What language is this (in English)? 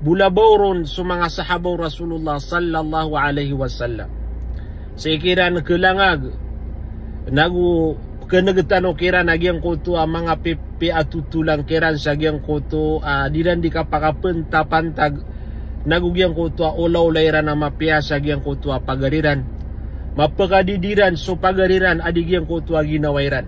Maranao